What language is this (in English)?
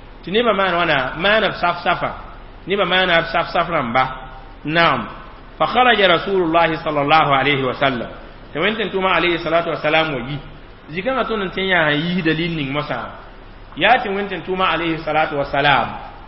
Mossi